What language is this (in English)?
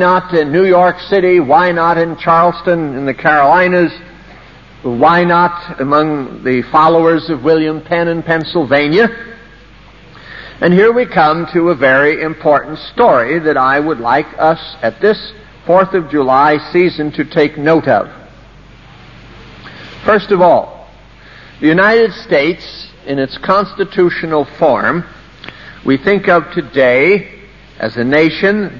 English